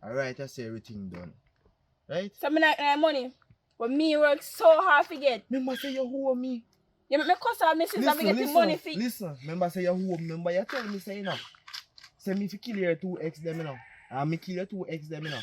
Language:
Jamaican Creole English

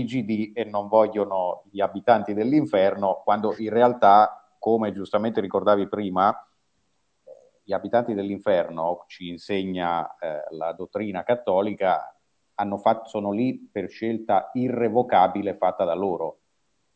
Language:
Italian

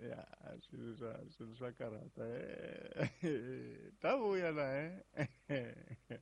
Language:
Tsonga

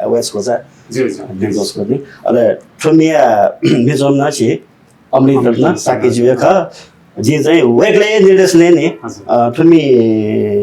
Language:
Newari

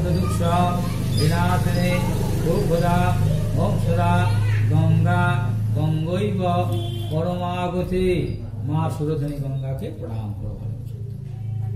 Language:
Bangla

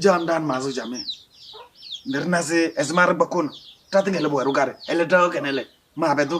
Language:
Kabiyè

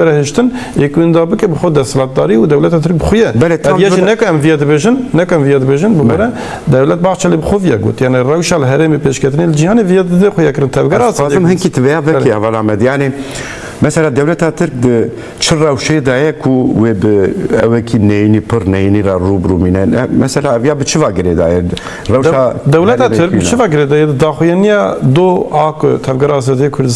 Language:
Kurdish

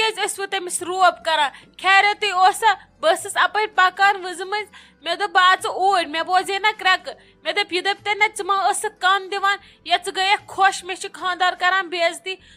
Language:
Kashmiri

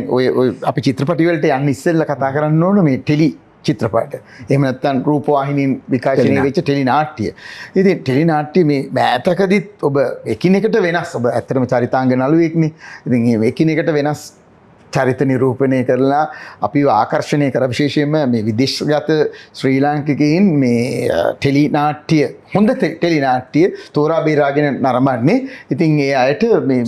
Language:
Sinhala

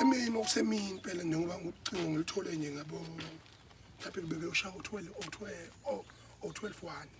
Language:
Zulu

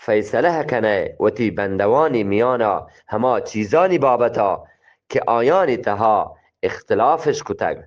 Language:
Eastern Balochi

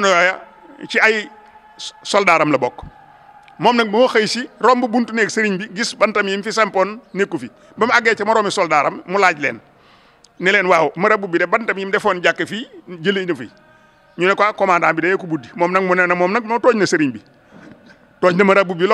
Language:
Wolof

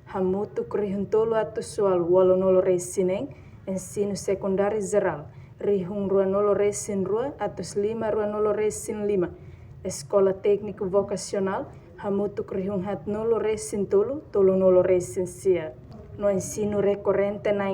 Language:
Tetum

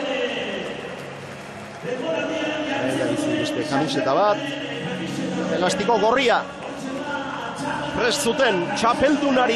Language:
Basque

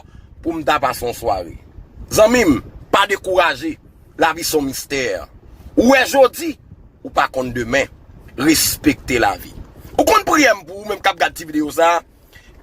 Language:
Haitian Creole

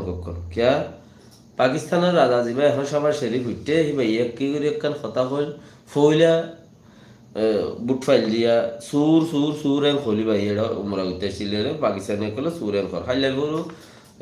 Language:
Rohingya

